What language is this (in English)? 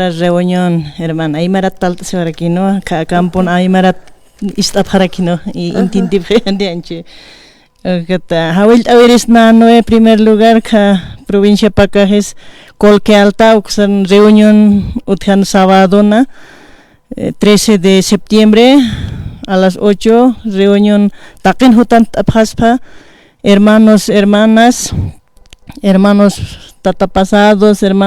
Aymara